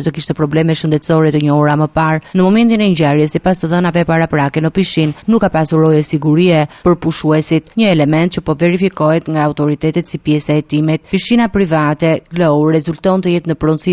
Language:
Albanian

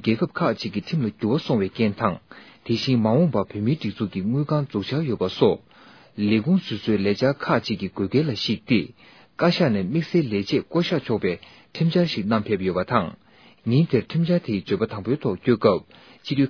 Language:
Tibetan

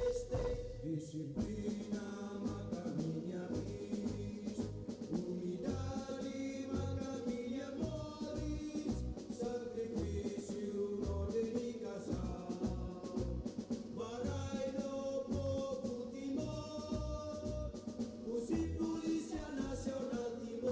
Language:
Tetum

